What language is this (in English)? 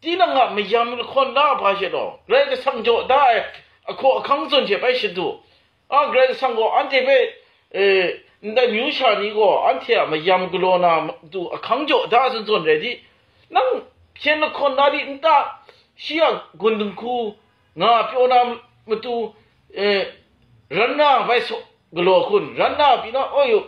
Kachin